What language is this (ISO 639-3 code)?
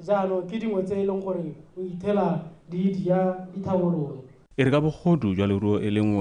tsn